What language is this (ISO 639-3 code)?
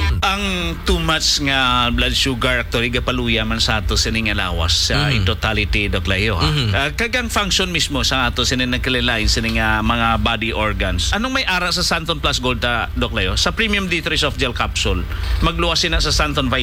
hil